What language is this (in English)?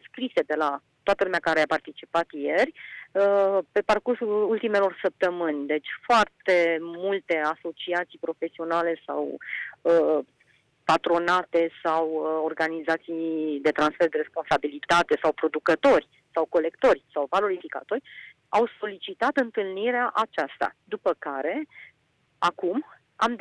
Romanian